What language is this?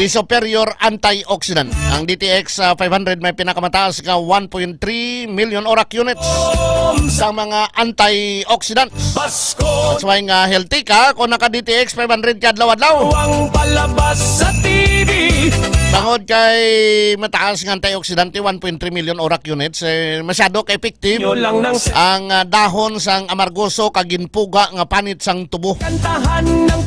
Hiligaynon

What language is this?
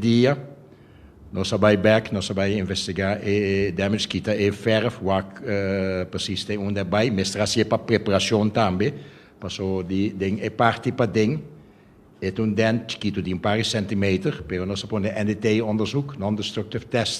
Papiamento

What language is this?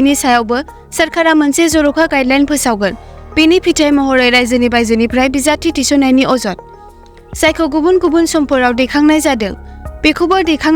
Bodo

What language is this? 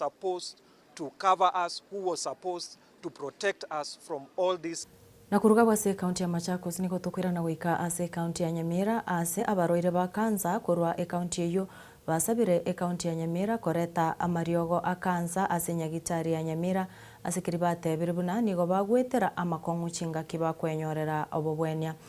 Gusii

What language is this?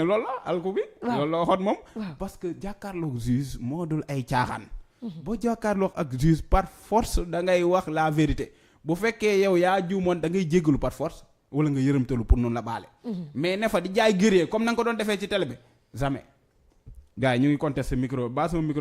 Wolof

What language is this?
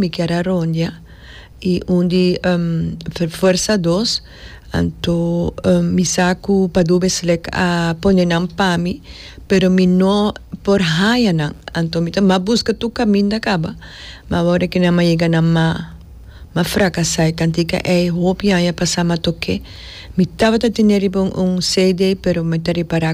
Papiamento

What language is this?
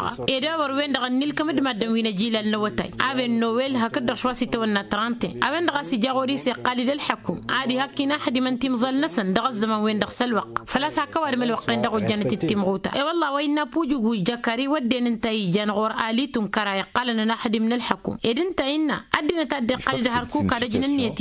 Tamasheq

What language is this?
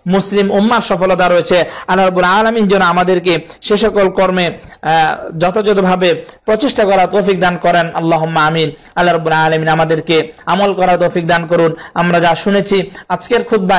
Bangla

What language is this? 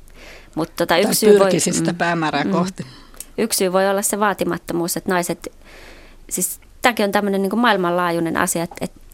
Finnish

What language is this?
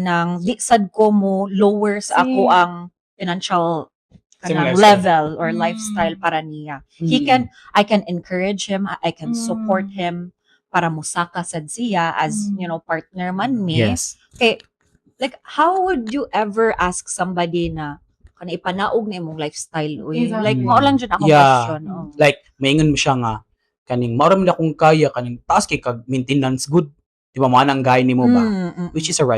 Cebuano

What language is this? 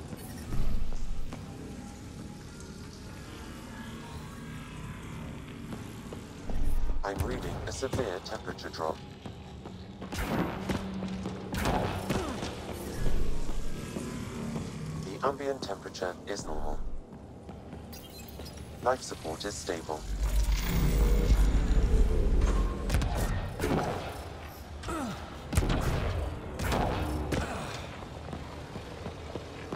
English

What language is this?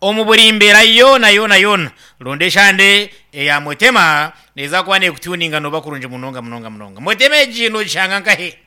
Nyankole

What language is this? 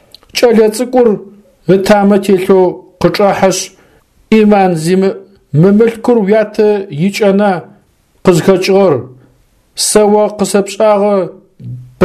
Adyghe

